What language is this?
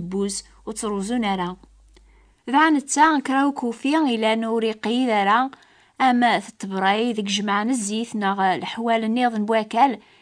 Kabyle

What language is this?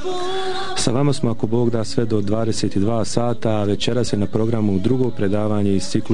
Bosnian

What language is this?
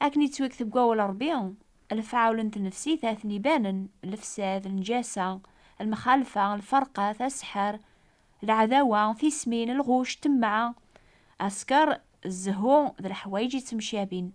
Kabyle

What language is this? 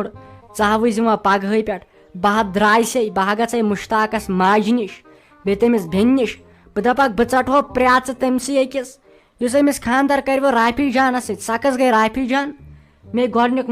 Kashmiri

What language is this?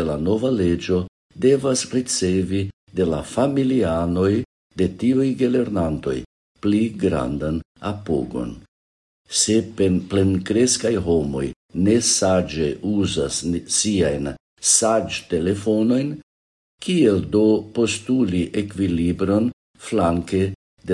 Esperanto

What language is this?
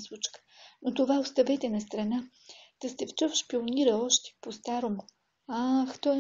Bulgarian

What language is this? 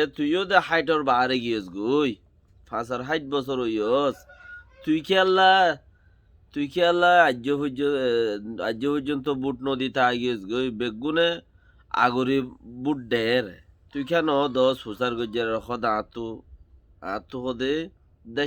Rohingya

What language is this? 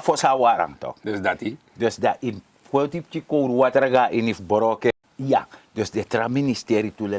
Sranan Tongo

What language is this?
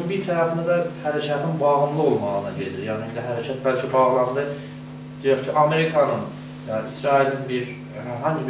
South Azerbaijani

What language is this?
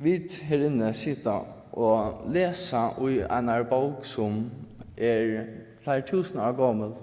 Faroese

